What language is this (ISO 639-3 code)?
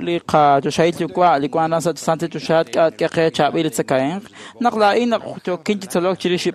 kek